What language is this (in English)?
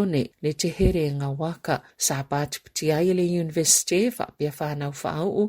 Samoan